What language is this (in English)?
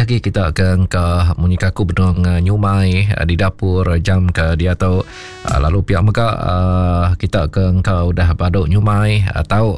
Iban